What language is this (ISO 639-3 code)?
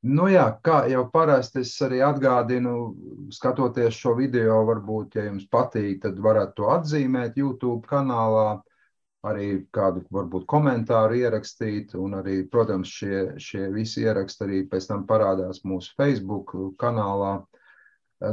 lav